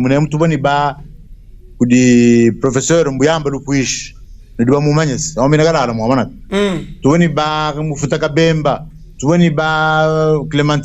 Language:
Luba-Lulua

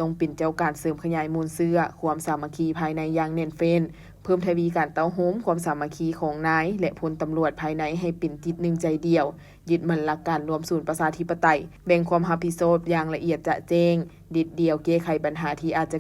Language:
Lao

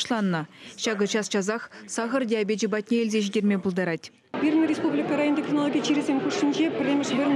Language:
Chuvash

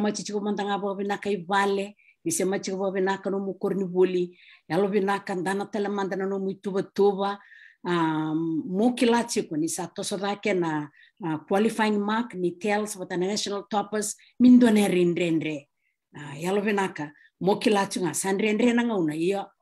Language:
Fijian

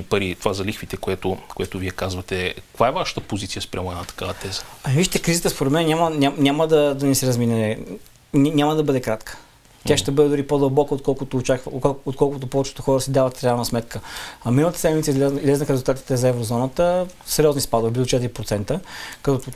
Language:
Bulgarian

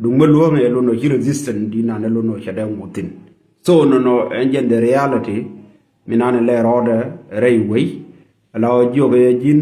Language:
Nuer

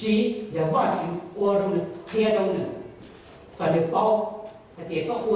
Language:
Hmong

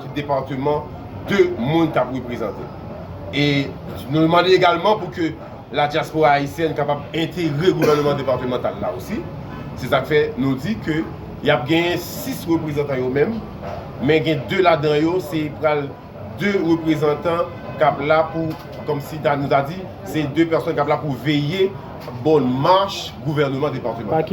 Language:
Haitian Creole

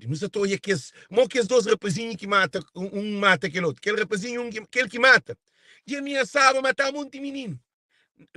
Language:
Kabuverdianu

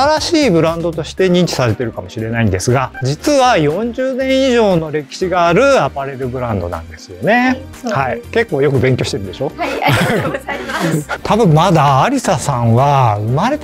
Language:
Japanese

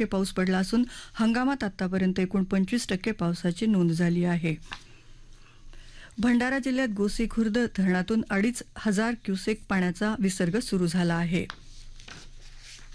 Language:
Marathi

